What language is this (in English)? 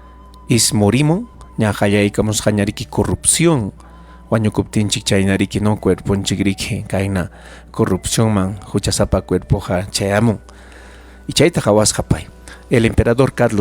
Ayacucho Quechua